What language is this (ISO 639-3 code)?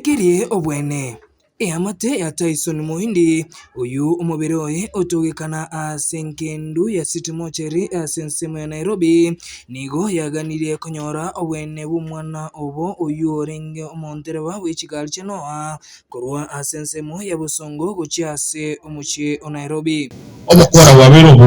guz